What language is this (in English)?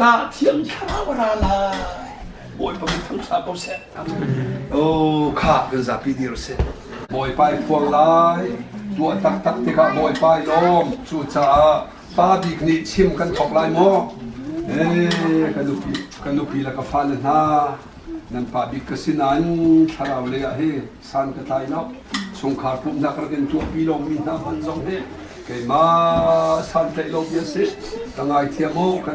Hakha Chin